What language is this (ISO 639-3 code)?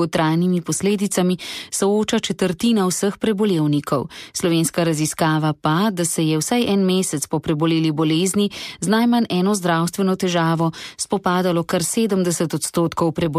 slv